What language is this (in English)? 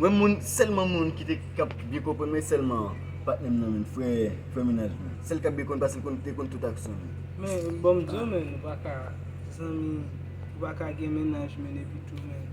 Haitian Creole